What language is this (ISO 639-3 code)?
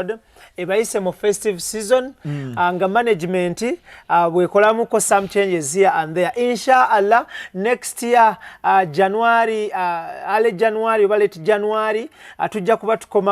lug